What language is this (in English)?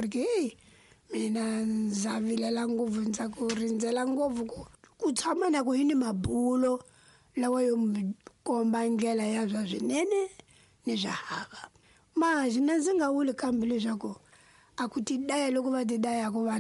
Tsonga